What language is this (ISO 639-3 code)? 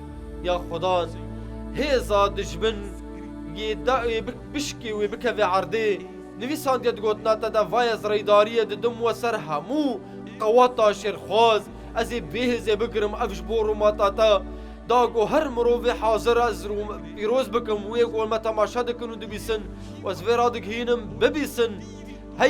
kur